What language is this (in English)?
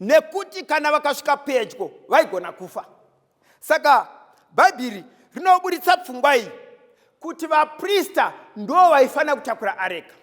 Shona